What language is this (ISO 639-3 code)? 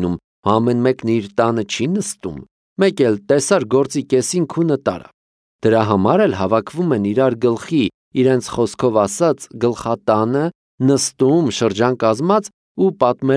hye